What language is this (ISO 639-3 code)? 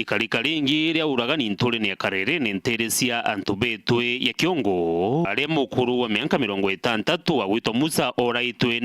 mer